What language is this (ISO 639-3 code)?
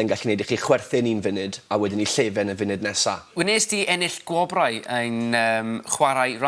cym